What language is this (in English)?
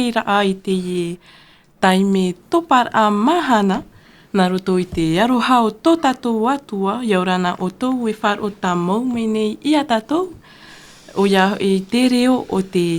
Tahitian